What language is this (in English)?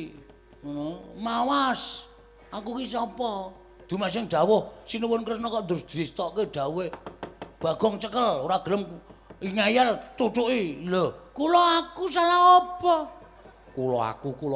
Javanese